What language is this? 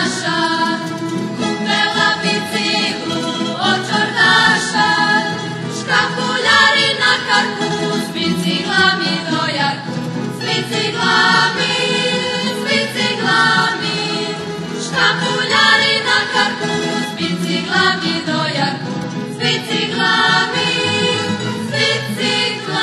Rusyn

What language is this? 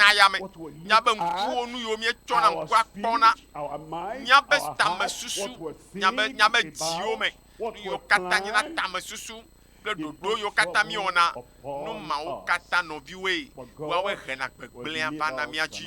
Ewe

